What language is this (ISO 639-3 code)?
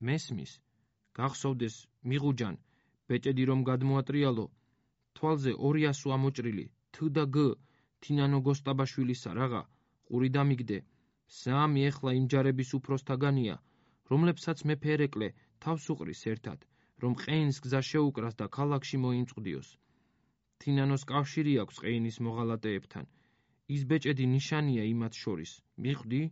kat